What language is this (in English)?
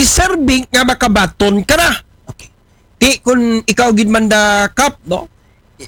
Aklanon